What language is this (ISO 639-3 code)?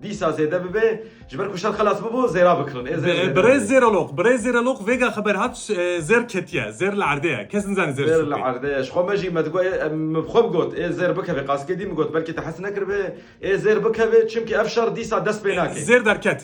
kur